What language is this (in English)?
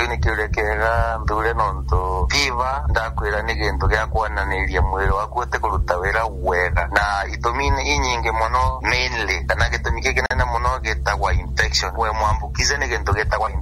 Meru